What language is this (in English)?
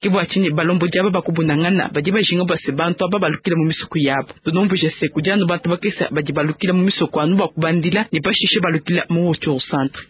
Luba-Lulua